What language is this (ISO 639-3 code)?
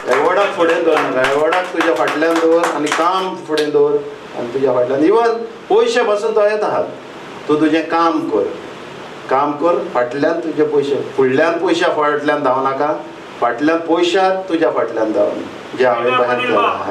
kok